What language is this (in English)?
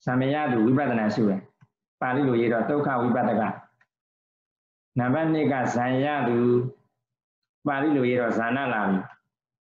Burmese